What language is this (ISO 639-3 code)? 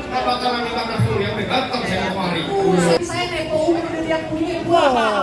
bew